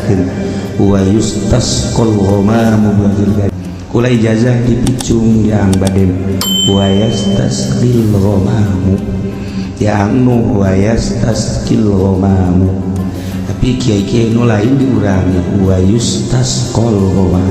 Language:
Sundanese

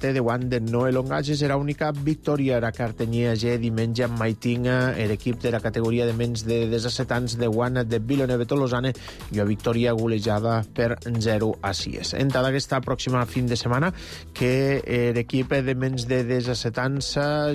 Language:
Catalan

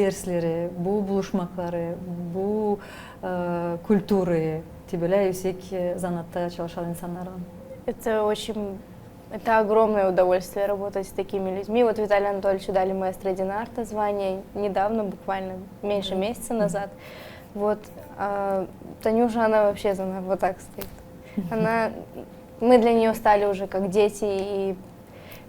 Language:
Gagauz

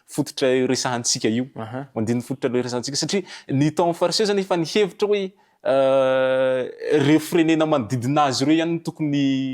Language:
Malagasy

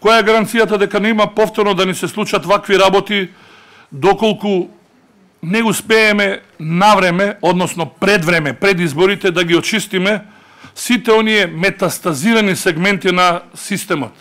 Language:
Macedonian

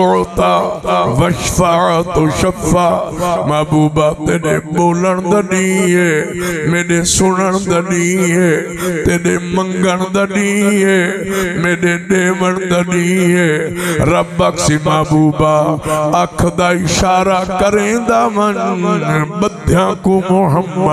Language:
Saraiki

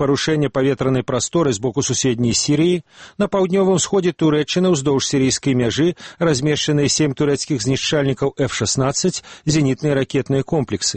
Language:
Belarusian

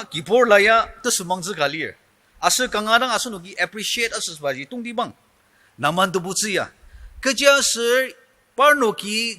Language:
Ao Naga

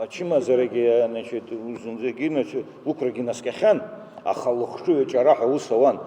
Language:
Abkhazian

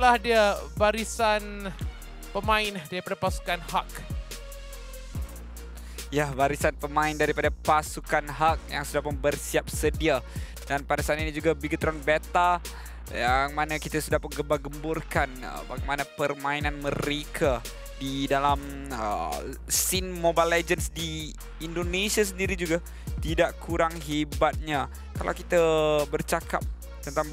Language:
Malay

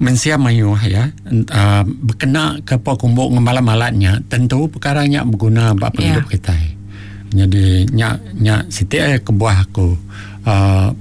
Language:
Iban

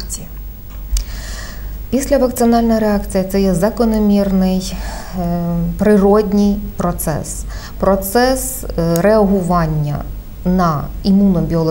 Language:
Ukrainian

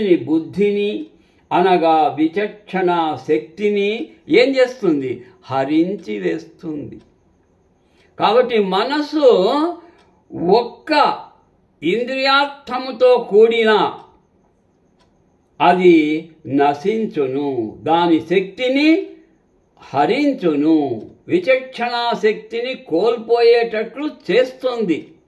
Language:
Telugu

